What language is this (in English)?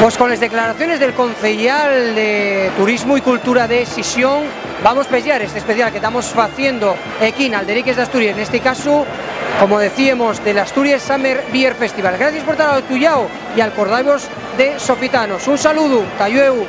Asturian